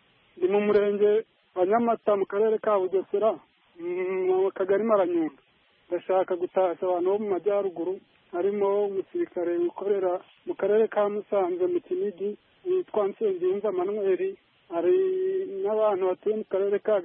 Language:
Kinyarwanda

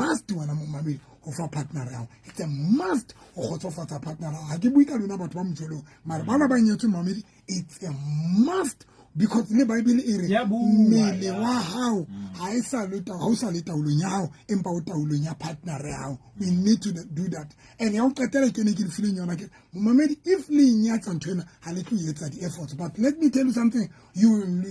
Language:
Southern Sotho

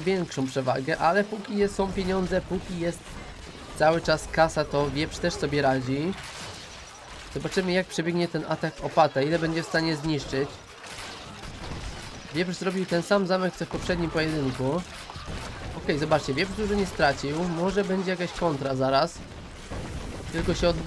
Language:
Polish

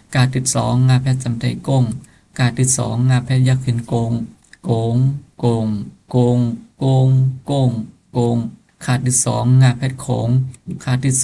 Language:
Shan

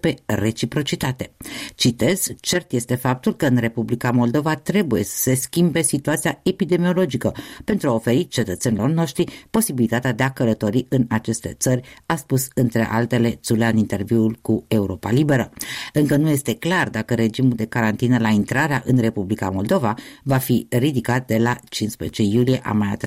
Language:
Romanian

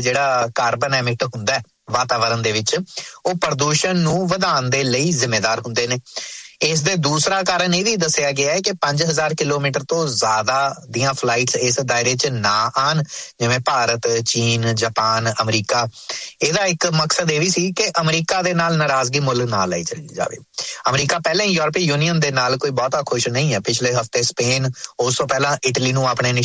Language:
Punjabi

